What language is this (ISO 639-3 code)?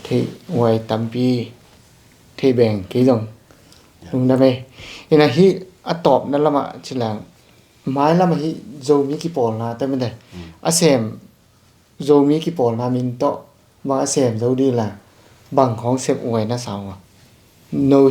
ctd